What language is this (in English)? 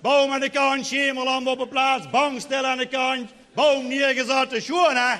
Limburgish